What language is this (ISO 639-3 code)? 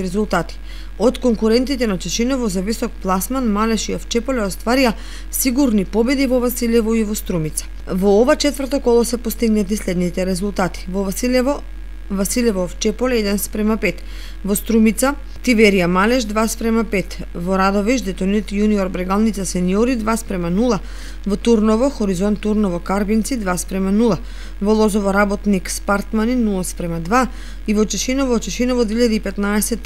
mkd